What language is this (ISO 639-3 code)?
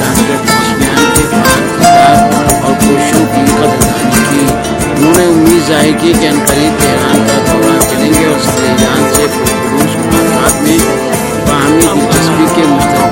urd